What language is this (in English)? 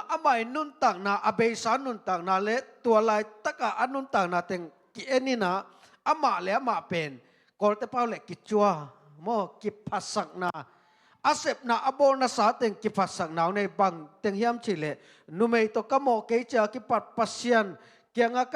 Tedim Chin